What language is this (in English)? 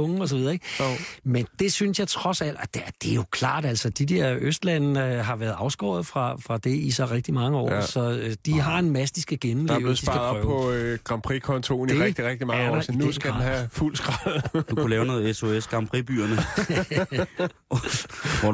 Danish